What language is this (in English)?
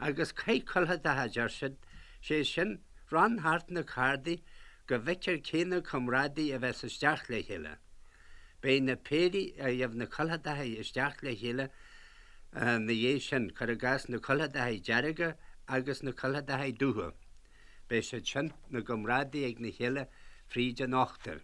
Irish